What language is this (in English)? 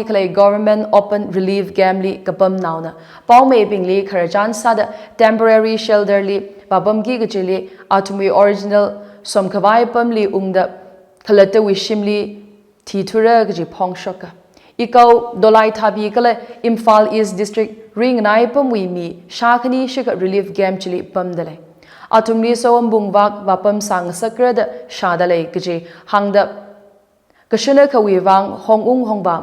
Tangkhul Naga (India)